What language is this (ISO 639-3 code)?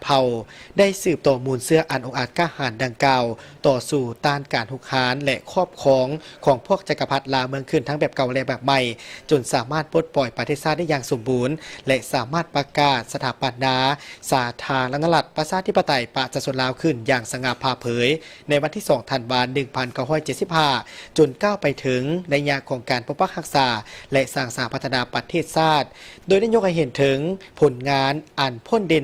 lao